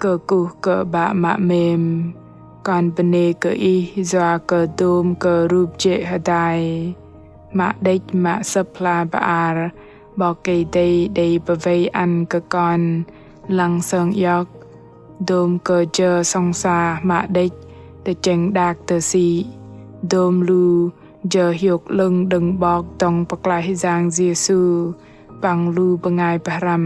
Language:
Bahnar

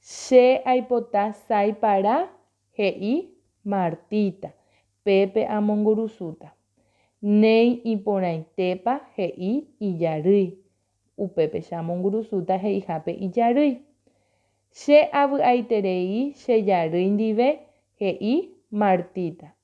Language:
Guarani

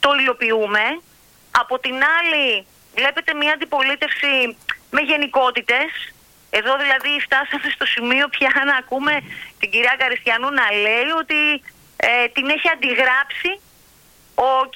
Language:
Greek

